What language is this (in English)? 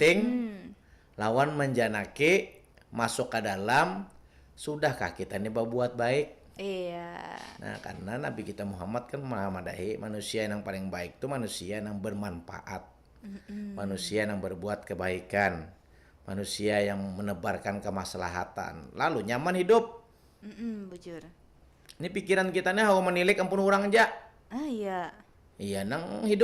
Banjar